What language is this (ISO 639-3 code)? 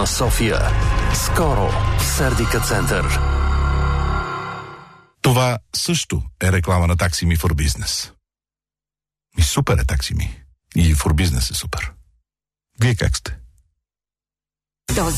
bul